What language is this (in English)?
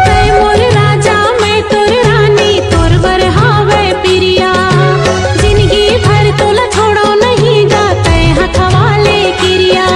Chhattisgarhi